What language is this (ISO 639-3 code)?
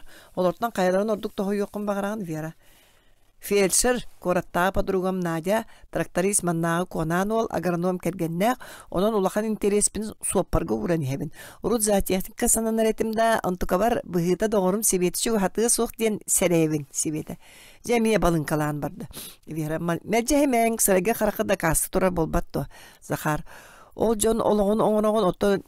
sah